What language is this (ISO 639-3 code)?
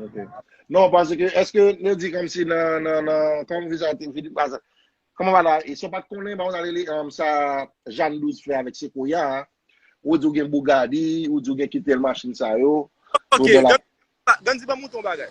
hat